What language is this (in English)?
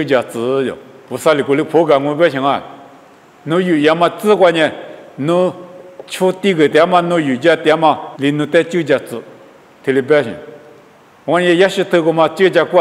Lisu